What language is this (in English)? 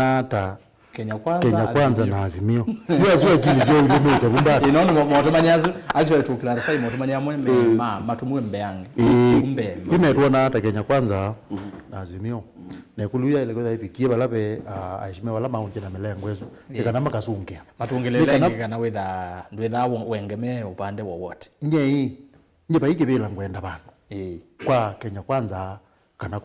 Kamba